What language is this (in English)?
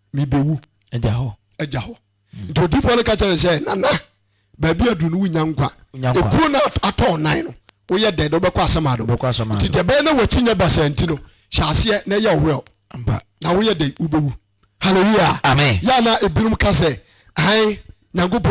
Akan